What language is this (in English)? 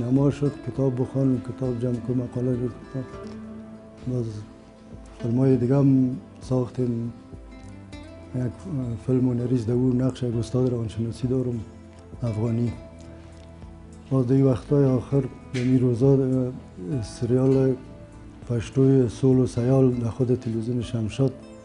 Persian